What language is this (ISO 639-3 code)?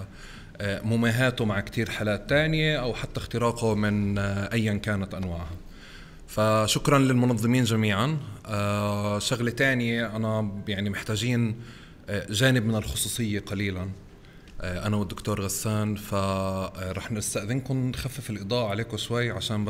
apc